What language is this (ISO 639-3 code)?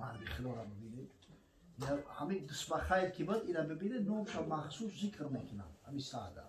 tgk